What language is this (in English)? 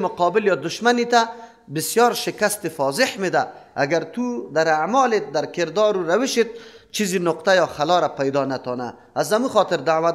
Persian